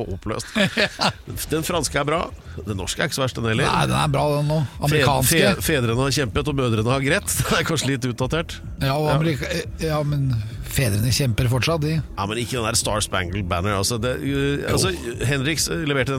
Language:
Norwegian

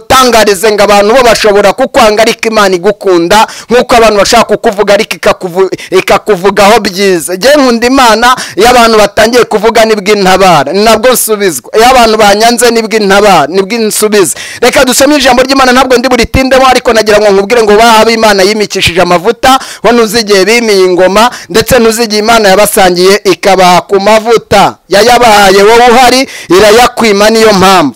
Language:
Kinyarwanda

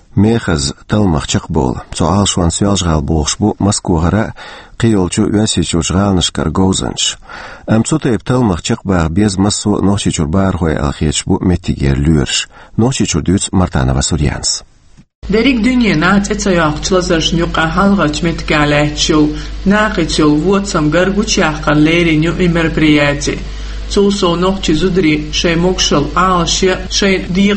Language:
Chechen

